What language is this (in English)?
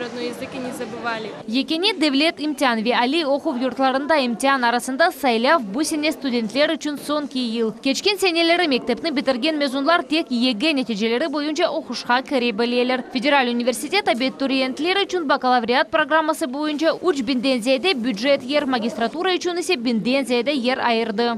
Crimean Tatar